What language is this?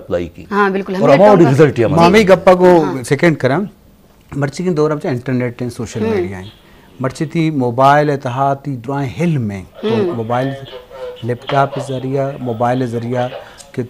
Baluchi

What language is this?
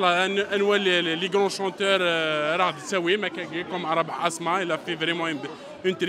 Kabyle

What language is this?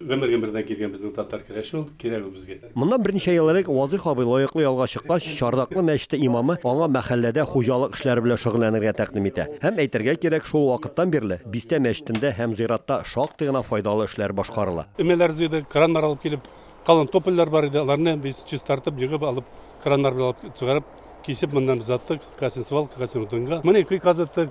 Tatar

